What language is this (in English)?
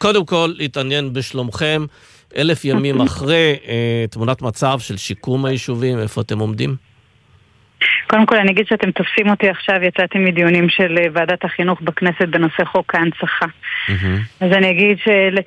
Hebrew